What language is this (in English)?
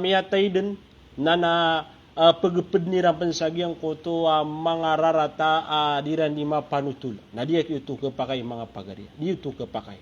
Maranao